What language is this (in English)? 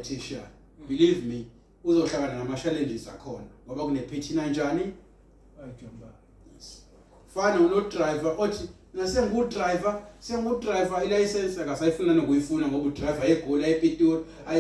Zulu